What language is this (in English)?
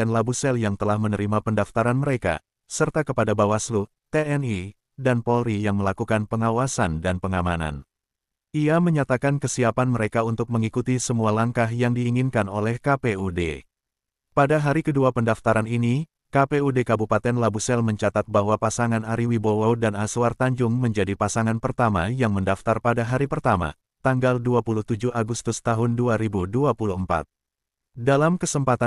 Indonesian